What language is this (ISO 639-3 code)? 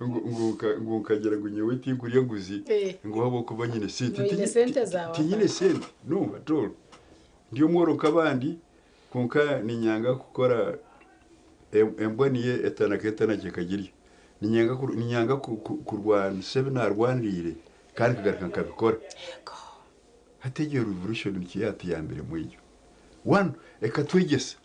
nyn